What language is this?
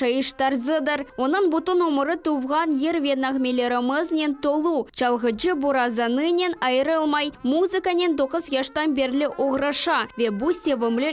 Crimean Tatar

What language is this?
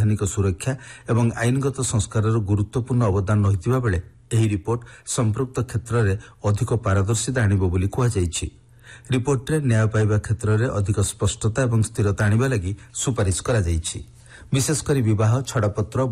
Odia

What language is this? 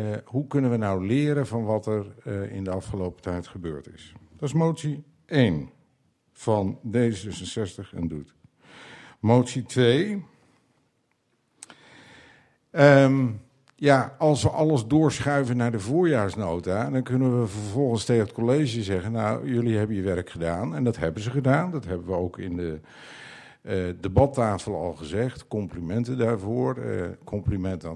Dutch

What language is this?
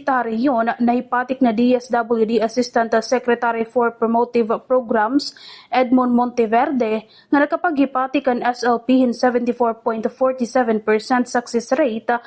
Waray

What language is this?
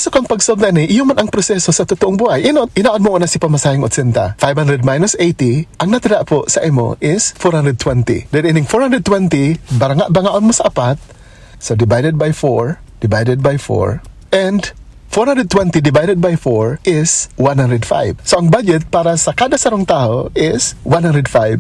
Bikol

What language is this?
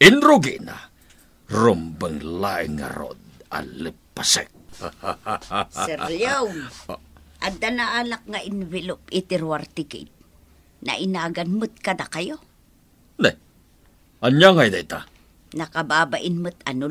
Iloko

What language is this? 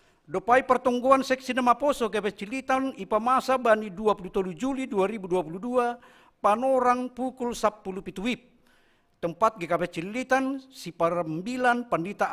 Batak Simalungun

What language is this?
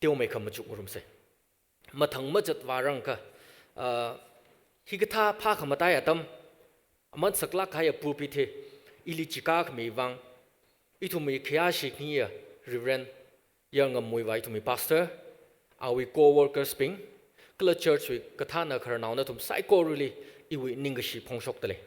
Tangkhul Naga (India)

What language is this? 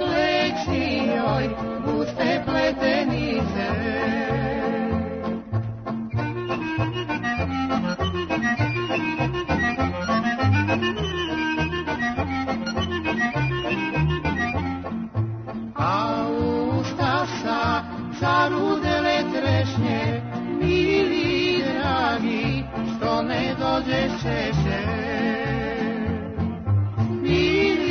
Serbian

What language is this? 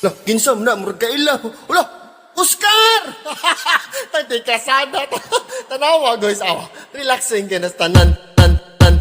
Cebuano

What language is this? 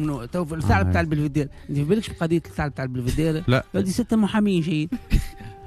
Tunisian Arabic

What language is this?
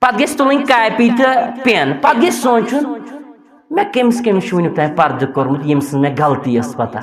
Kashmiri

